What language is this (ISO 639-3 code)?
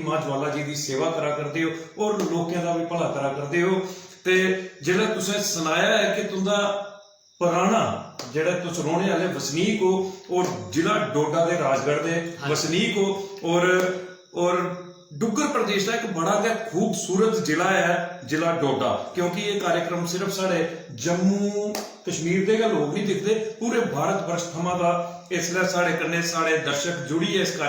doi